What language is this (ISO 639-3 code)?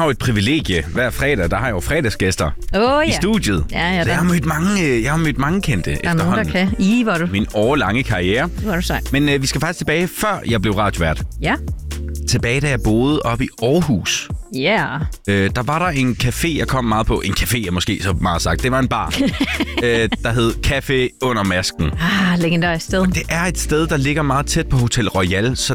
dan